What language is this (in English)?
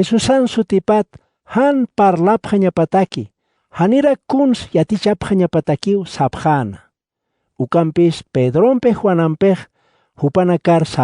Aymara